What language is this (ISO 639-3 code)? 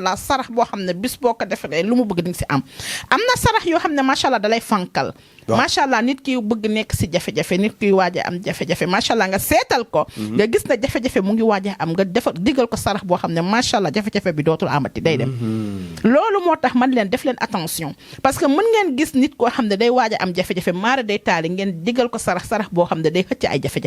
wol